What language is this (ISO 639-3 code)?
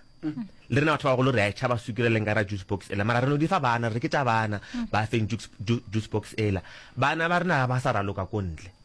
nso